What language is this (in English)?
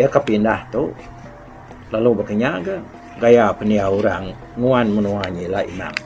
Iban